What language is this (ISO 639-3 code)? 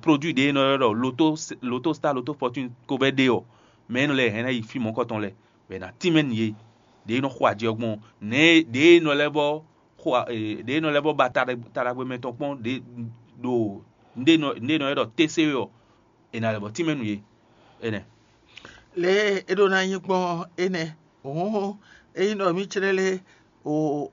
fon